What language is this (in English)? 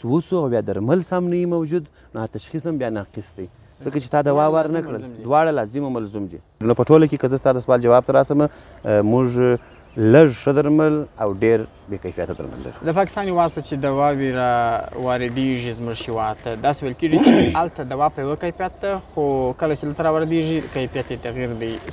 Pashto